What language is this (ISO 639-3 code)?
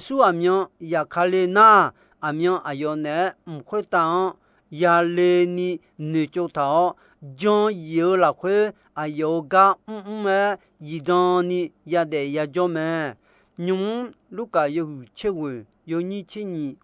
ahk